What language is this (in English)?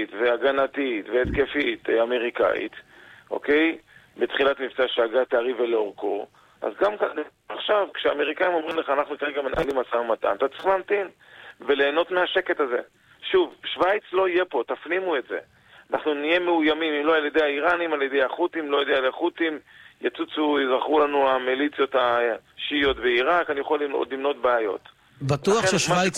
Hebrew